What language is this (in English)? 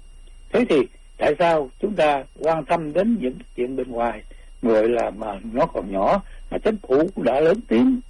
Vietnamese